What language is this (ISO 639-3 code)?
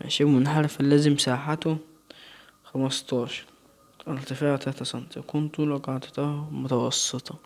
arz